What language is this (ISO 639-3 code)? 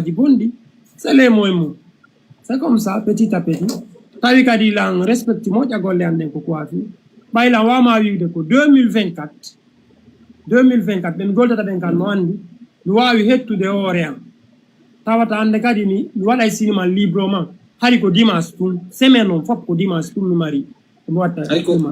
ful